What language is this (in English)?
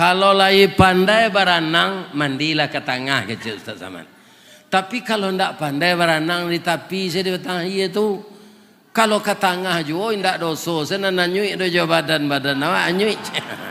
Minangkabau